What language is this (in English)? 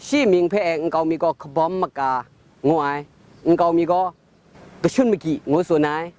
Kachin